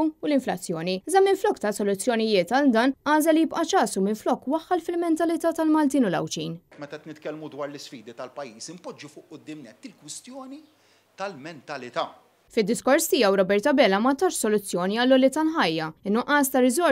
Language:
Maltese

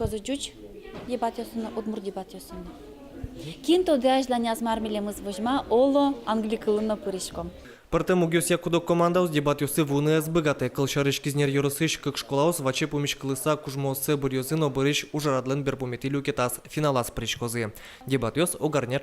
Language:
Udmurt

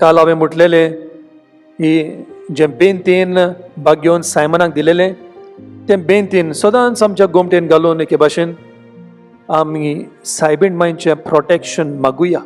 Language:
Konkani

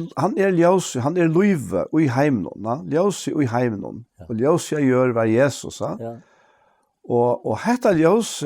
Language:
Faroese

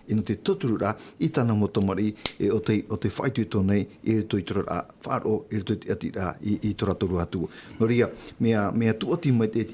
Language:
Tahitian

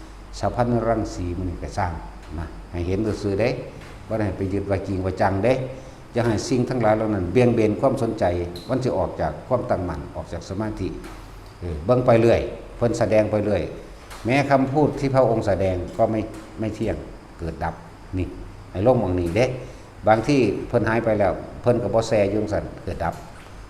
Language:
Lao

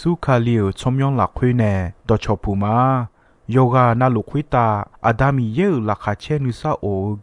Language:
Akha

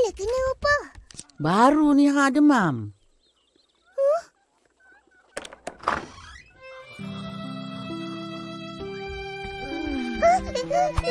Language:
Malay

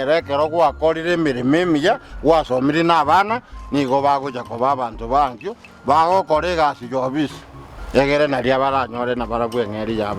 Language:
Gusii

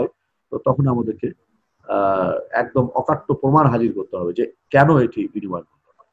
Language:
Bangla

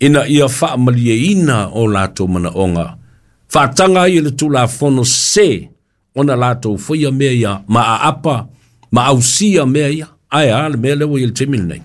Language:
Samoan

